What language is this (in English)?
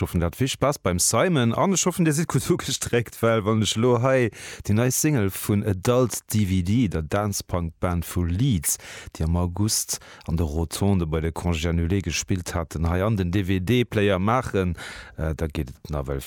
Luxembourgish